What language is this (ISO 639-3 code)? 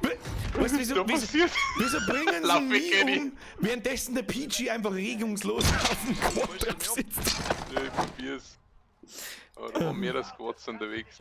bar